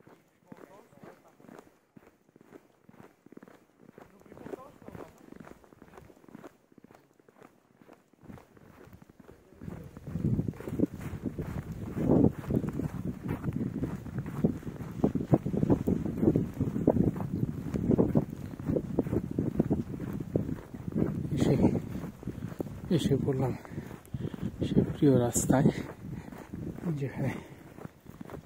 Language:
Bangla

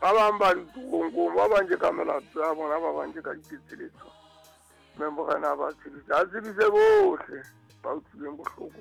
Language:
Southern Sotho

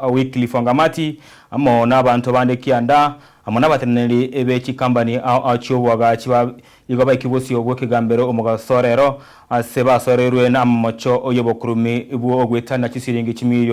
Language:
Gusii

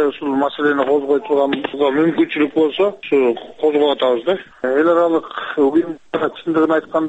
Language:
Kyrgyz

